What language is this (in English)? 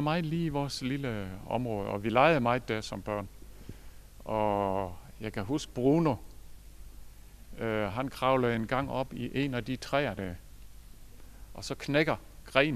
Danish